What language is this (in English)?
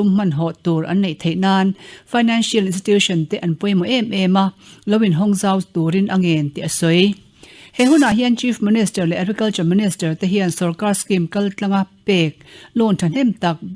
Mizo